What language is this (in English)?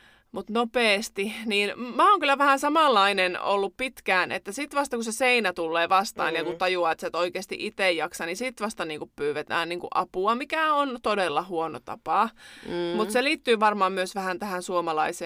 Finnish